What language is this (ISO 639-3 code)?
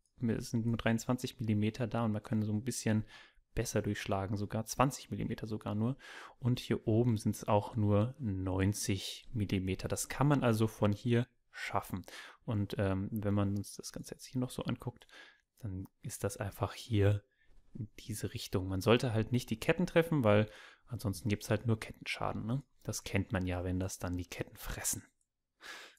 deu